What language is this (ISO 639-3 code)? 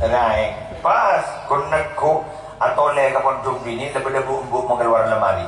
mad